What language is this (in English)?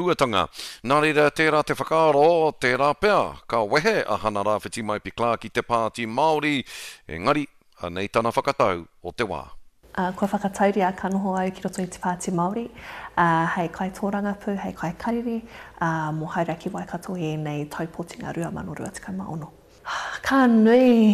Māori